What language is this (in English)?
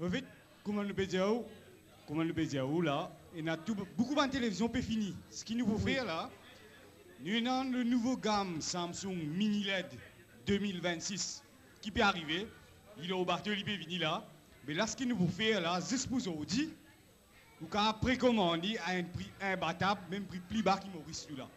Morisyen